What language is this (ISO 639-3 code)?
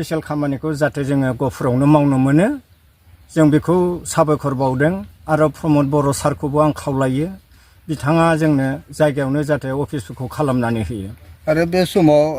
brx